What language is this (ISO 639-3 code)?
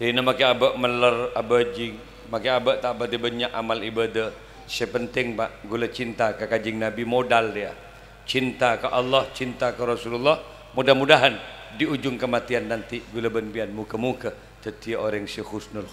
mad